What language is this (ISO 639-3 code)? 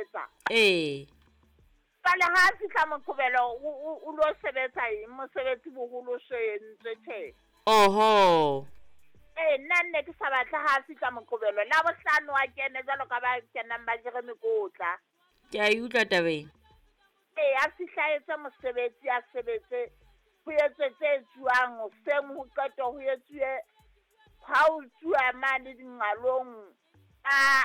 sot